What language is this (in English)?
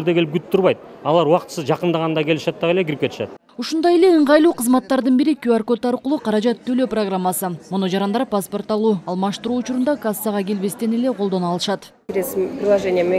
Kyrgyz